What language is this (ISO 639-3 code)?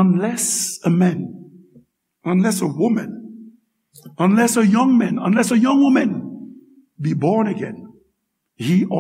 hat